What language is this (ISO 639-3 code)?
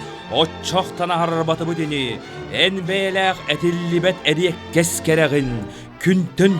sah